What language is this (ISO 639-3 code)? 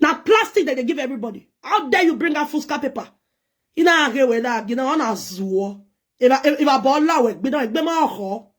pcm